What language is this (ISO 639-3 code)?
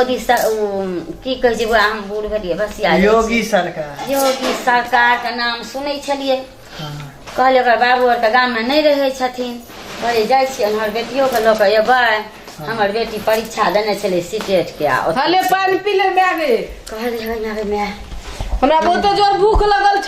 mai